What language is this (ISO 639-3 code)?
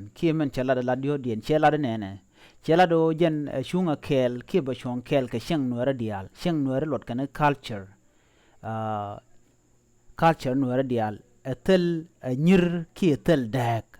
nus